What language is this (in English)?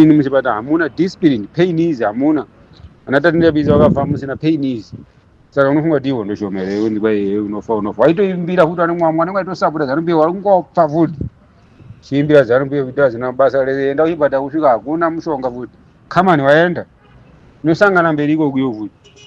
Shona